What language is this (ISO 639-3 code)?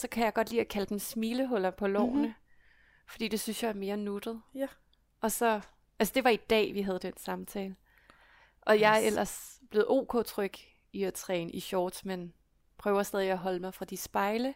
dan